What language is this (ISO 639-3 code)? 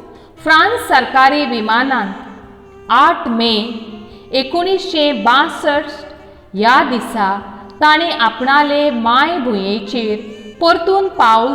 kok